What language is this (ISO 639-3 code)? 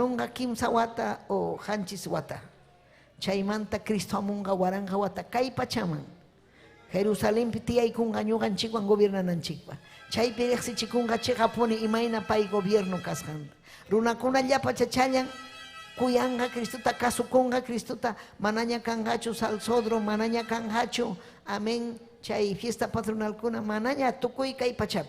quy